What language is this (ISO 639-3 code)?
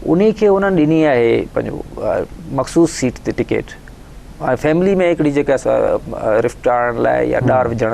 snd